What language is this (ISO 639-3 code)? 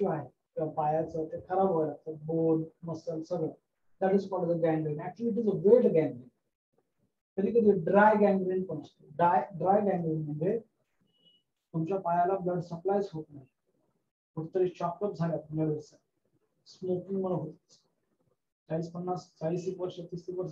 mar